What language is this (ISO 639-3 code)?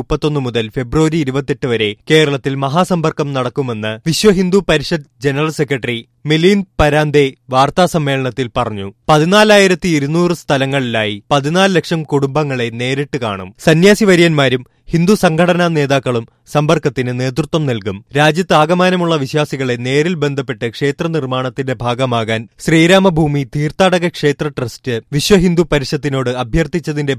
mal